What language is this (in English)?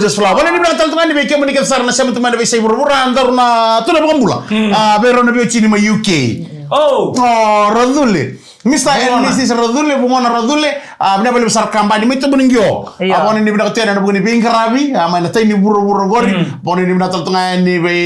Fijian